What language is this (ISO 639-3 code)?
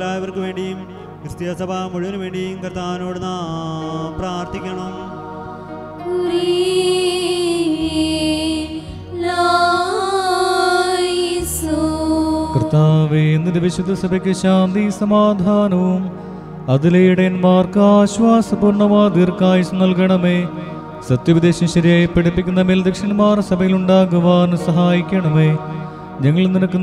mal